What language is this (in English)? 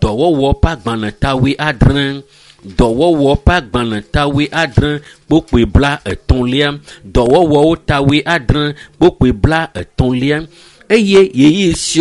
Ewe